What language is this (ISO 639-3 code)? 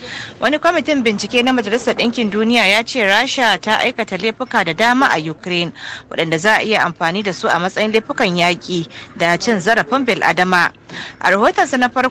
hau